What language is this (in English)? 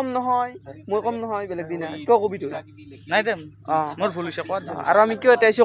Assamese